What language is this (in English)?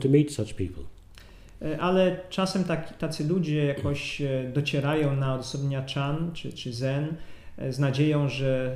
Polish